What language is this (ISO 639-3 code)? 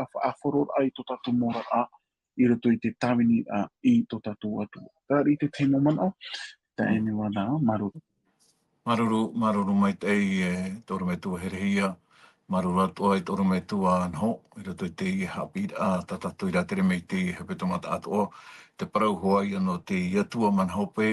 tah